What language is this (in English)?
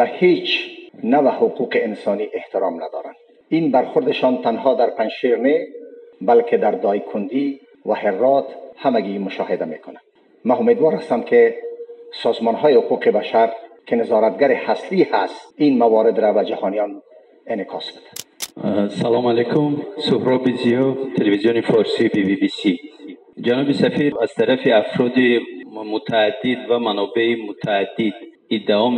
Persian